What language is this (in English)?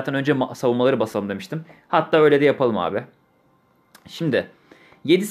Turkish